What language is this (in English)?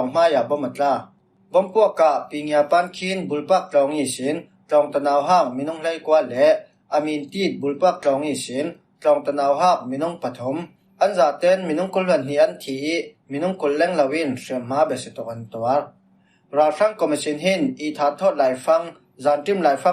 Falam Chin